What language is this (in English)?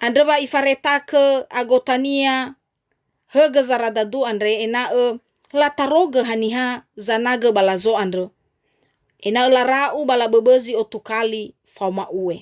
Nias